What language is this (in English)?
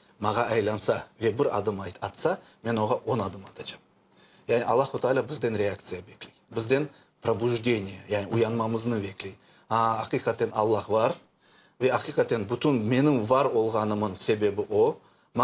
Crimean Tatar